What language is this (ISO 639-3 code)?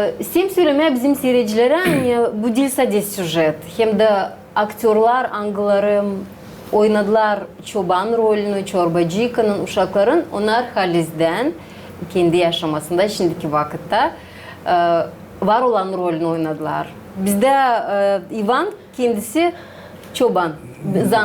gag